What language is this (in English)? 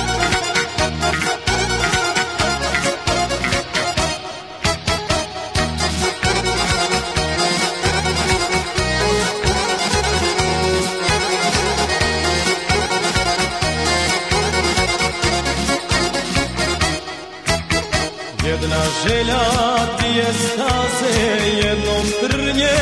Croatian